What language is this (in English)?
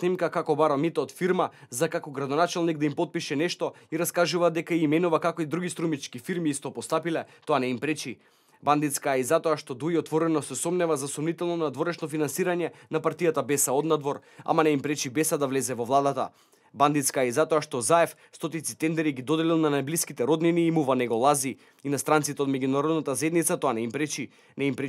Macedonian